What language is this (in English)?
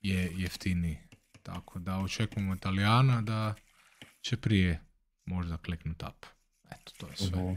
Croatian